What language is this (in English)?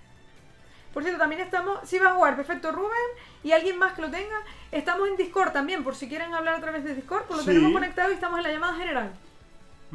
Spanish